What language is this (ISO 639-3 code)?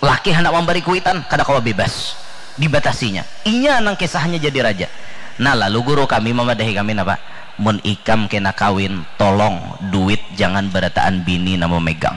bjn